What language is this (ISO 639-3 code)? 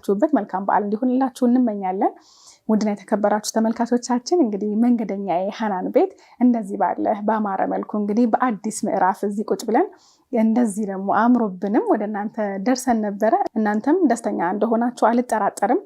amh